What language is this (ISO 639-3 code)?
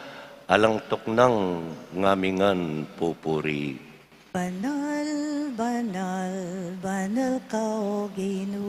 pam